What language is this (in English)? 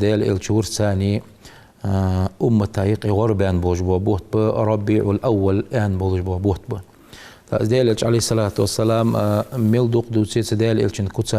Ingush